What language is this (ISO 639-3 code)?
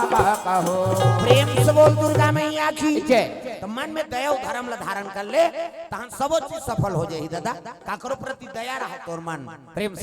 hne